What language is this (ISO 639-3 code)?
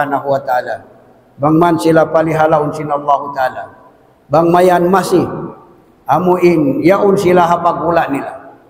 tsg